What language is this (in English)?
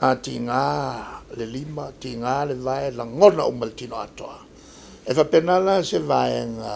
Samoan